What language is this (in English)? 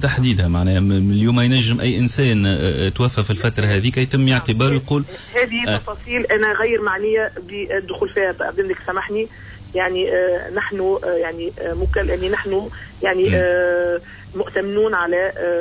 Tunisian Arabic